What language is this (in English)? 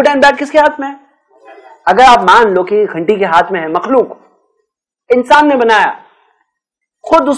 Urdu